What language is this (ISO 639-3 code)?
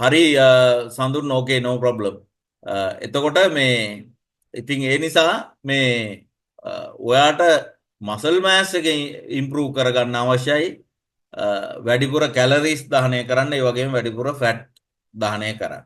sin